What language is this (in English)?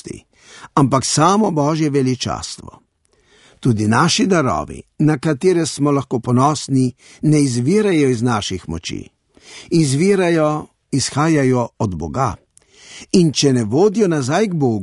Slovenian